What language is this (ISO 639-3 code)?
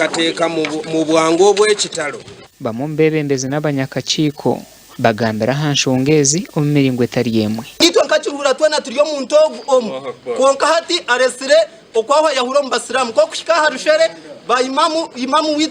nyn